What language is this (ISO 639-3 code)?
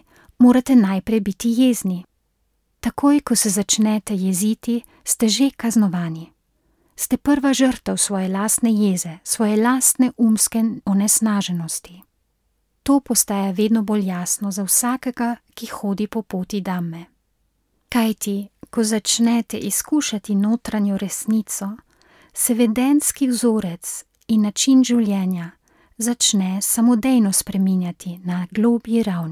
slv